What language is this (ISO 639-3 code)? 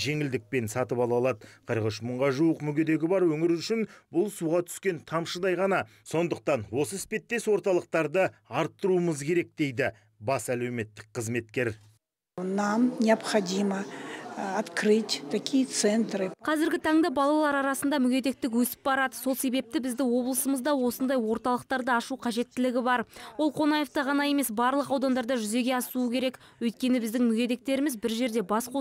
kaz